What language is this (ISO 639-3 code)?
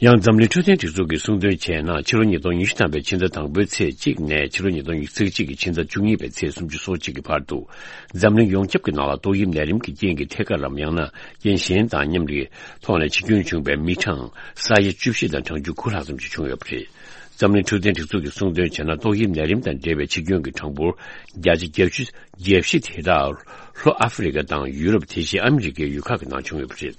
bod